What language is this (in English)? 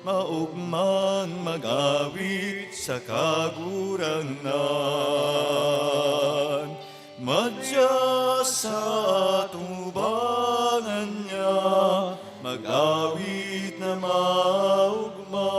Bikol